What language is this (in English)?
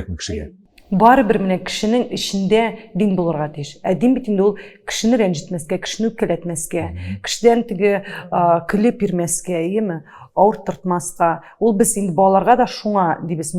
Tatar